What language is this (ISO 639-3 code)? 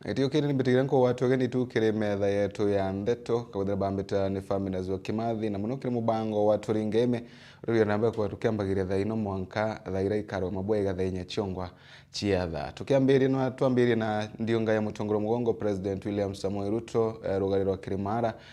mer